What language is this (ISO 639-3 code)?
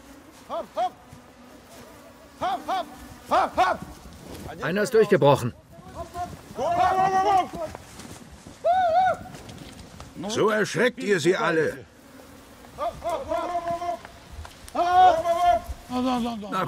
deu